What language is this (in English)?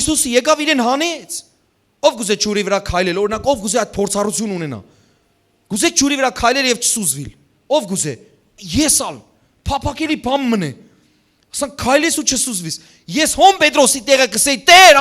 Western Armenian